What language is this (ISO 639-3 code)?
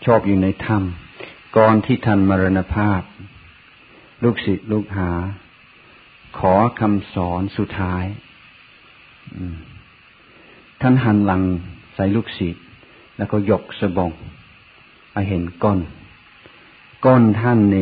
tha